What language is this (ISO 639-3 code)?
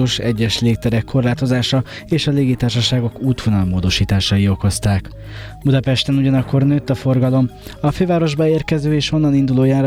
hun